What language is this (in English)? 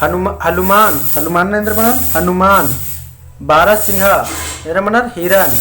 Kurukh